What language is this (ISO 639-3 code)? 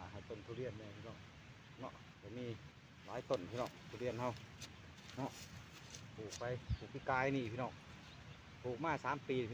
lao